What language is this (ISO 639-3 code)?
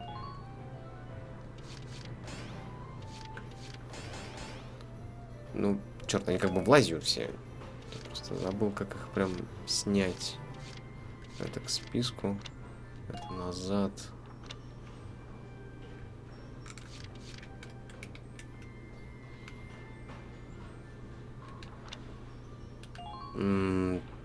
rus